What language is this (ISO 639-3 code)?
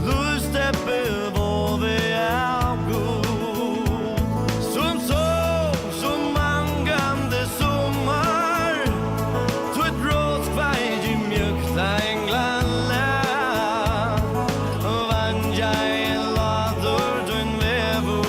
fao